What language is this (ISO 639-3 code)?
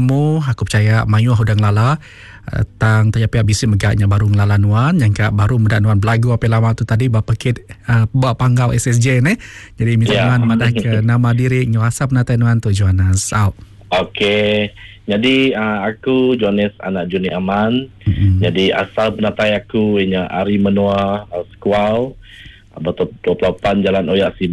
iba